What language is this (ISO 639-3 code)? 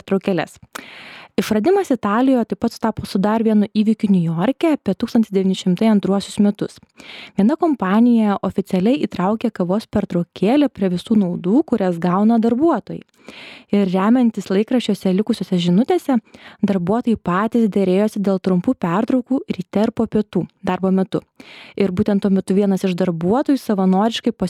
lit